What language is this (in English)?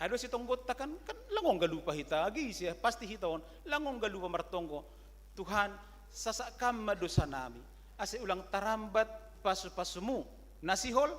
Batak Simalungun